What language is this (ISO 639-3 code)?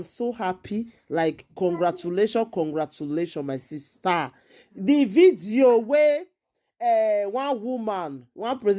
pcm